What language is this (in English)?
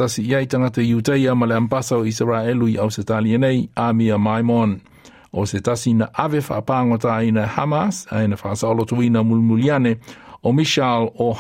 Samoan